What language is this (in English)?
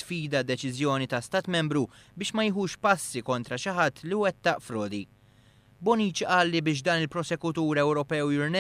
Maltese